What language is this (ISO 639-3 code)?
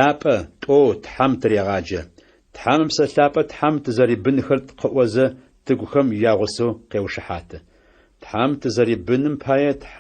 ady